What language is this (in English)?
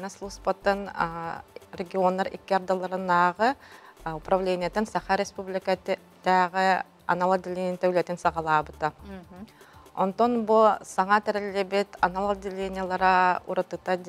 Yakut